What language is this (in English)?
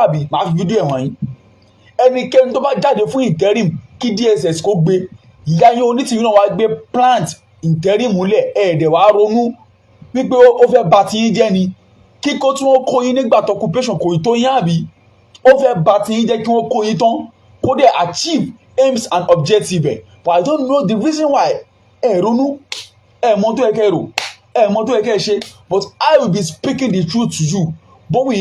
Yoruba